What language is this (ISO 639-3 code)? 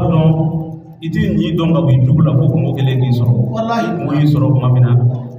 bam